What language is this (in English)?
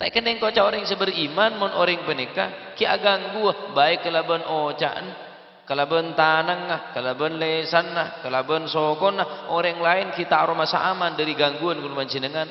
Madurese